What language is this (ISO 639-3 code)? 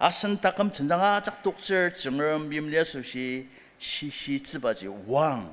njo